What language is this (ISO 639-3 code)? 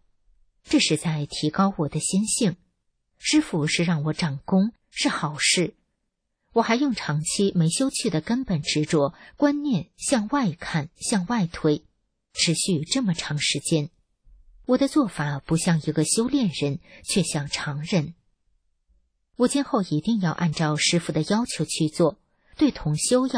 zho